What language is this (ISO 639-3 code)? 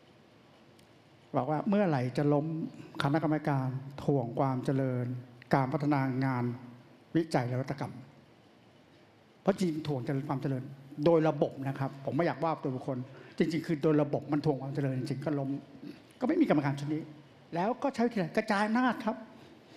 tha